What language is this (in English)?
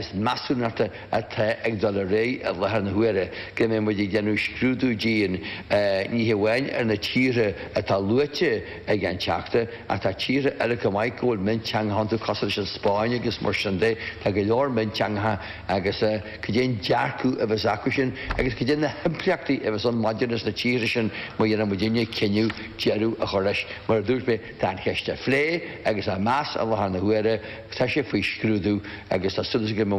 Irish